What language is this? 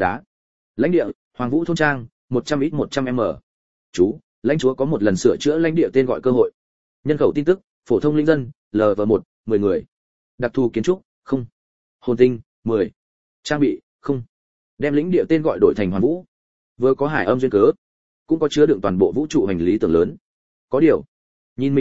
Vietnamese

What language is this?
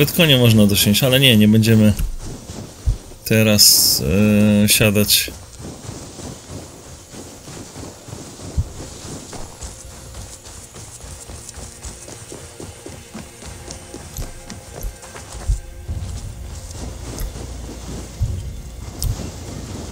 Polish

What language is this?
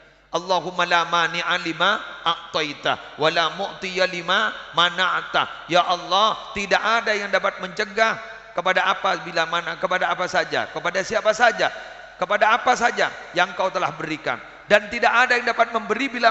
Madurese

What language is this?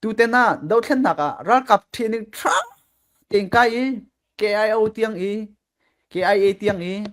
Falam Chin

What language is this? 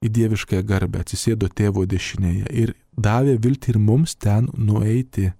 Lithuanian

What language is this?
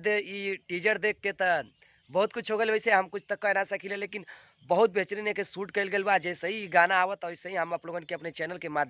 Bhojpuri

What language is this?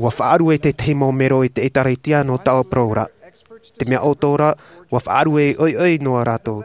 Tahitian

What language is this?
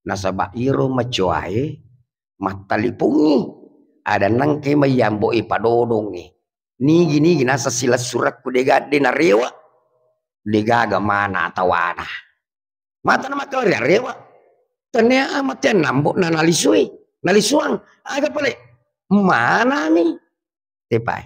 Buginese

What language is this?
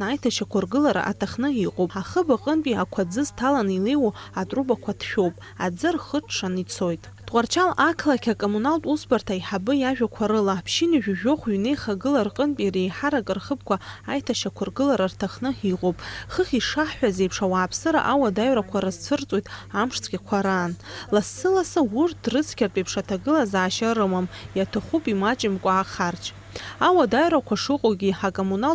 Abkhazian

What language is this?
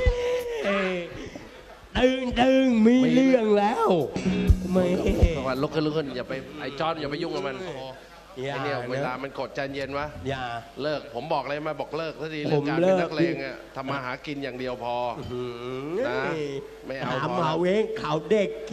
Thai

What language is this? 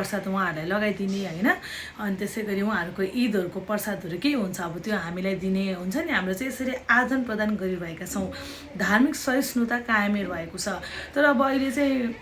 Nepali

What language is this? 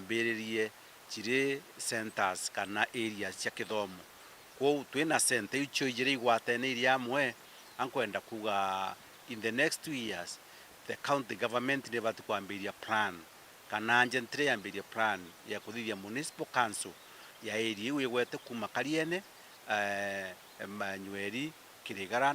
Meru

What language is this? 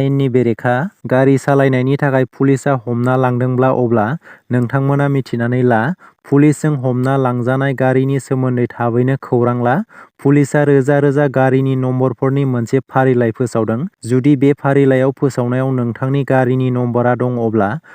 Bodo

